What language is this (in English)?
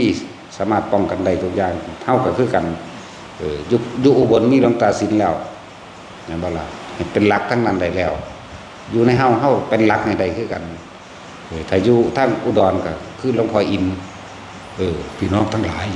Northeastern Thai